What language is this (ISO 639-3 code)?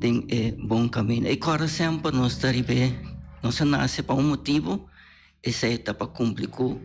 pap